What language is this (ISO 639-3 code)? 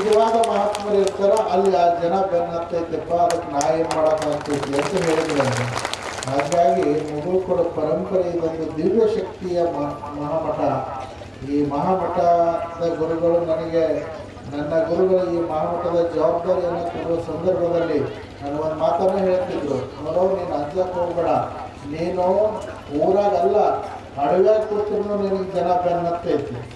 kan